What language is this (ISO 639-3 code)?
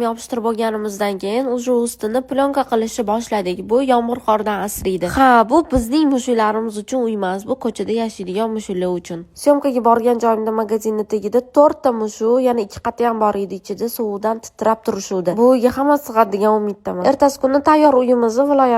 uzb